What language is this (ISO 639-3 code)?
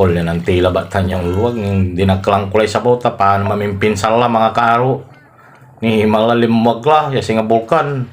pag